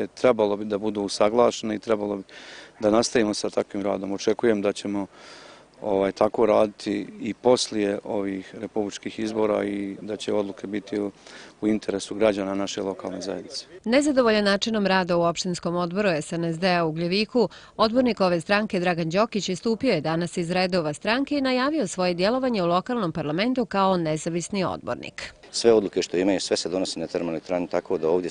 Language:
Bosnian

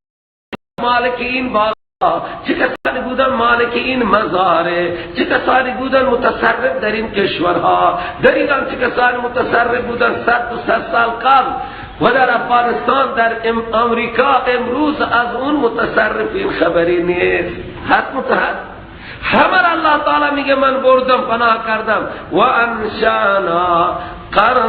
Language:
Persian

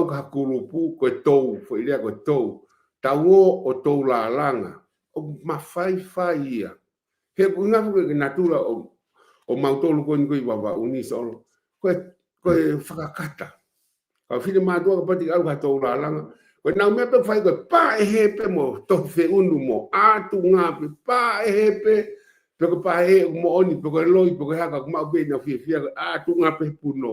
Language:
Tongan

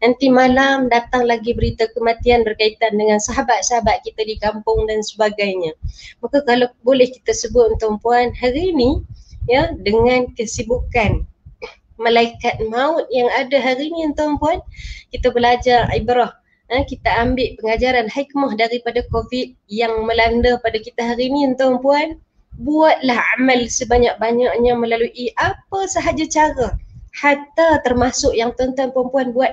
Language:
Malay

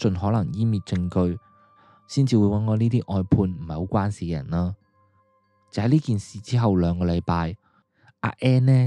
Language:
Cantonese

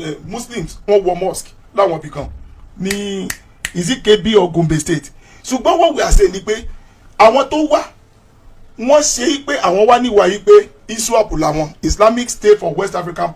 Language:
Yoruba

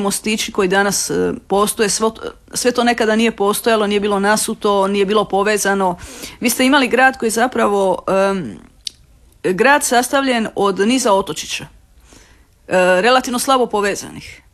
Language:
Croatian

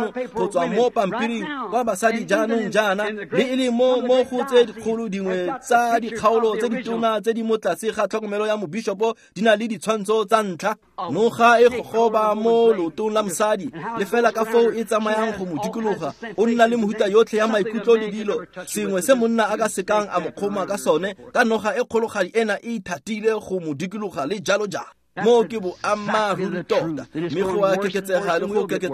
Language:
Tswana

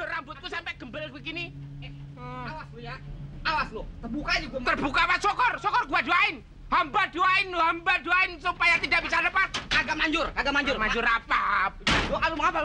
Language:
Betawi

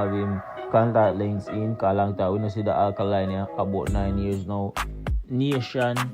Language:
Jamaican Creole English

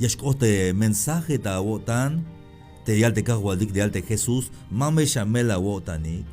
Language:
Tzeltal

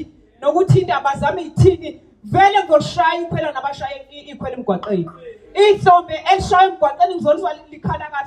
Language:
Zulu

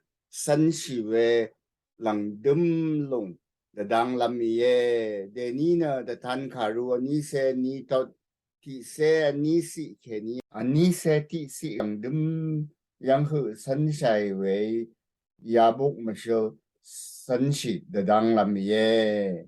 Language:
Rawang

